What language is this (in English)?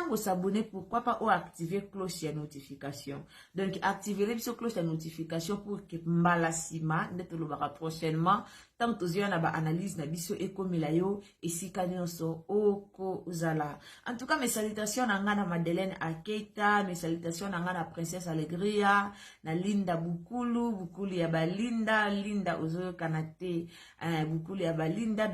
Lingala